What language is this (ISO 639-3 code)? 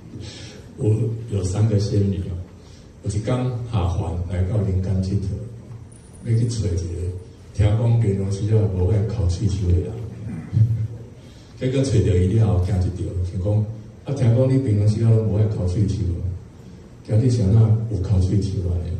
nan